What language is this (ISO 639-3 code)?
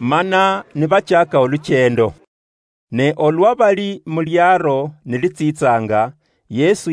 luy